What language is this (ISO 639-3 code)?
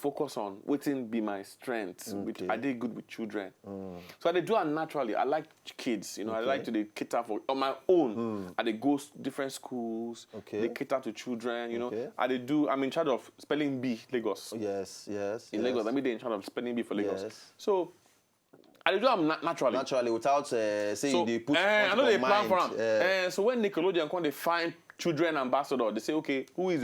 pcm